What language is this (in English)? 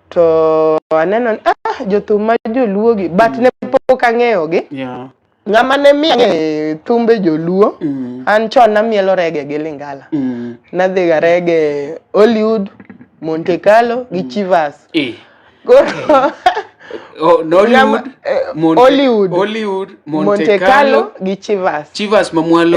Luo (Kenya and Tanzania)